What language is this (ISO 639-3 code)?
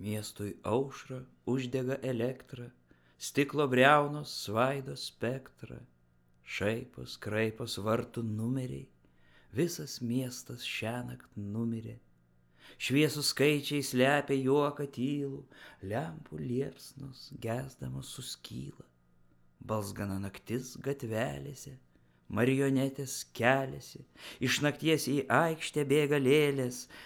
lit